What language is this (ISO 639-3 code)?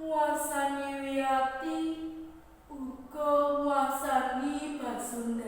jav